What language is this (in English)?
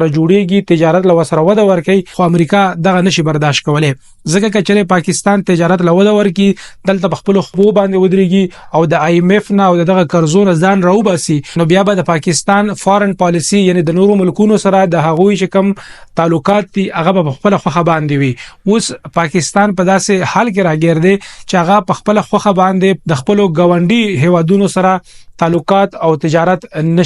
Pashto